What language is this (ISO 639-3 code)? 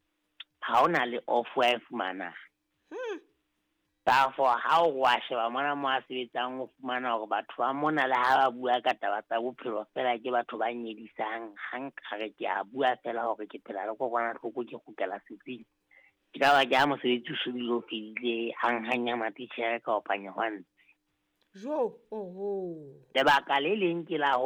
sot